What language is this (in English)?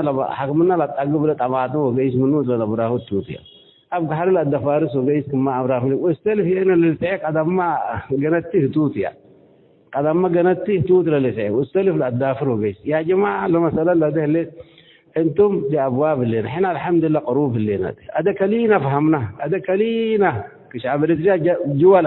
Tigre